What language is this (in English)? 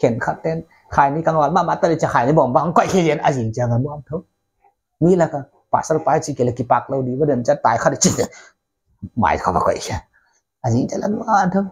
Paite Chin